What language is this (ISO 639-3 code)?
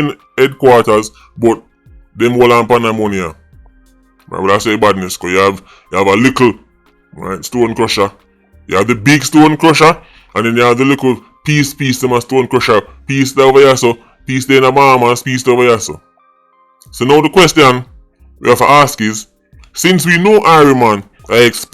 jam